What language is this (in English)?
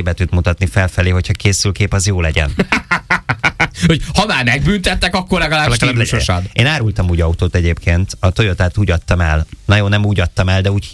Hungarian